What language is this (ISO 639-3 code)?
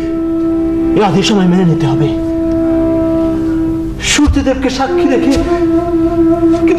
ben